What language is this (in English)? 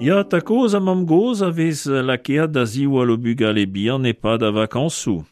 Breton